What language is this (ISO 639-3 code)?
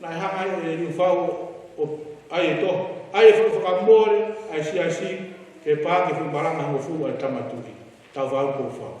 ton